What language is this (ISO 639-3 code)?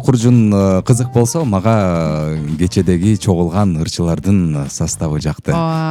kir